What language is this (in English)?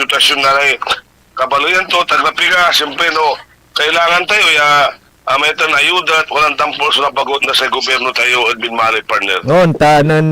Pangasinan